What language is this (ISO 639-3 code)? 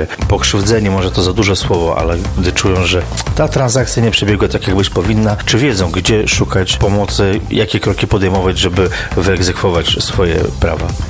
pol